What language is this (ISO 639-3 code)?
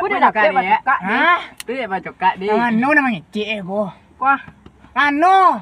min